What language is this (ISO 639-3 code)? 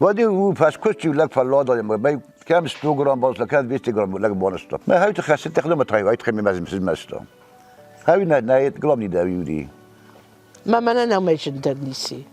oss